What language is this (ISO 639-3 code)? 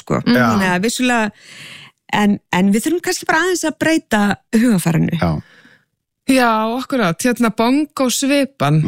isl